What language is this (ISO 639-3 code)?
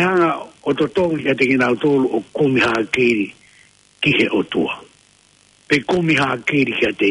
ton